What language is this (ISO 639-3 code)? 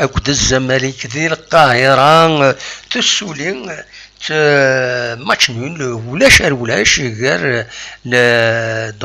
kab